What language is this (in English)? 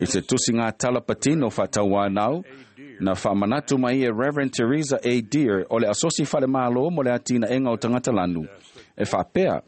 Samoan